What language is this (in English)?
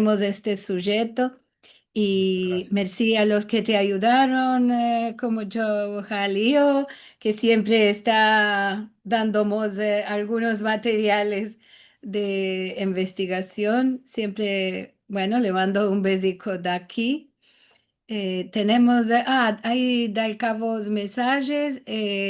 Ladino